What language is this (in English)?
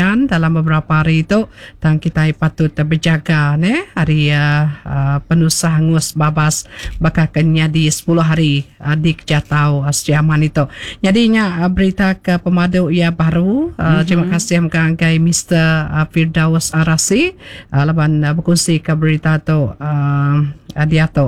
Iban